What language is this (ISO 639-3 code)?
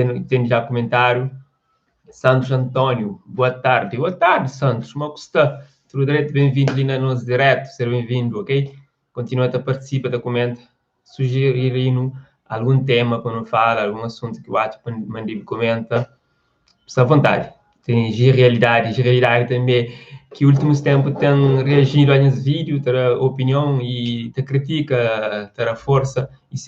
kea